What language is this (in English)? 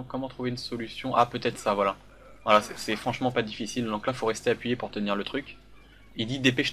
French